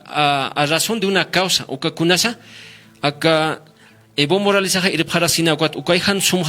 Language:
Aymara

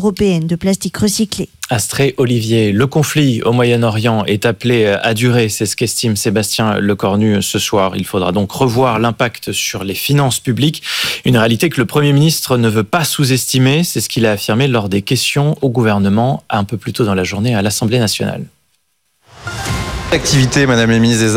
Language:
French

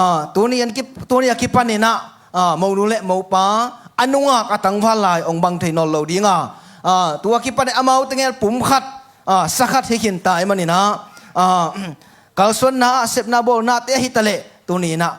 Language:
Tedim Chin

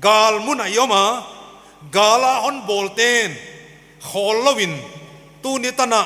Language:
Paite Chin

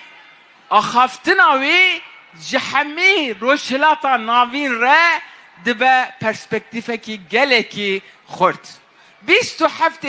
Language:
Kurdish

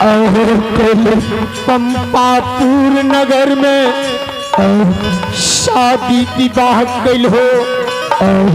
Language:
Maithili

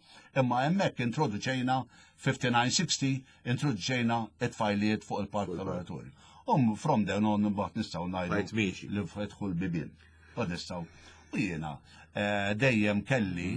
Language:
Maltese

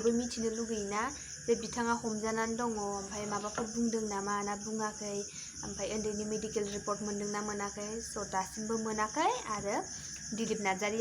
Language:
Bodo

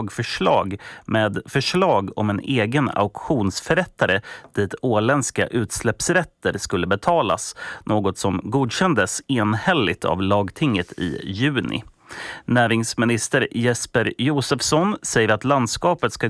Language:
Swedish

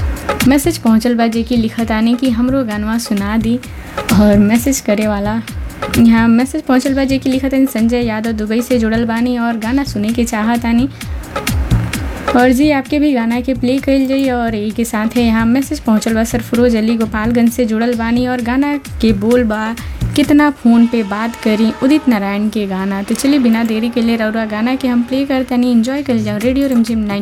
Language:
Bhojpuri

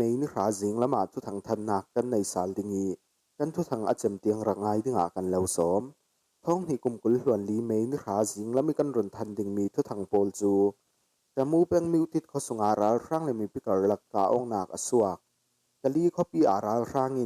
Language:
Falam Chin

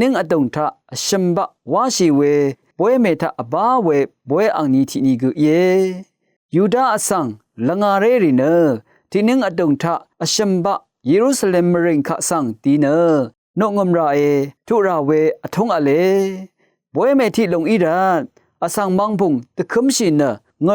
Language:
Rawang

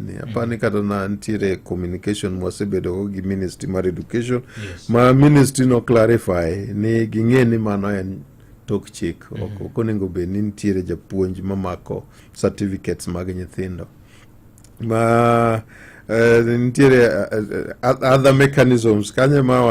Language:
Luo (Kenya and Tanzania)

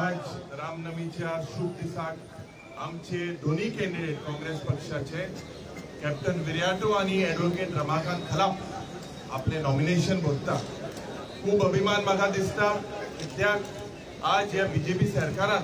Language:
Konkani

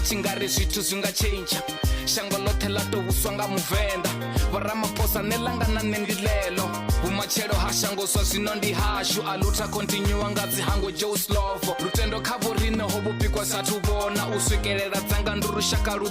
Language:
Venda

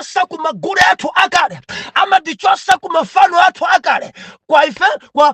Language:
Nyanja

